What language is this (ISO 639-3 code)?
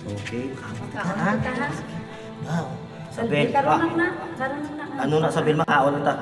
hil